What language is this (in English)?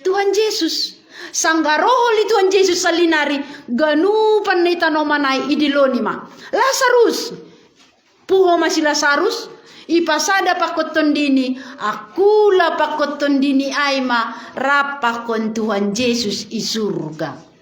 Batak Simalungun